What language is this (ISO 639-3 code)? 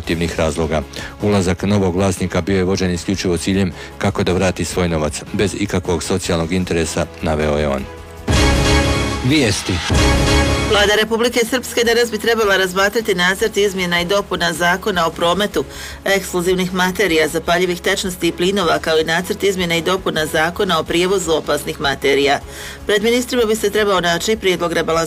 bos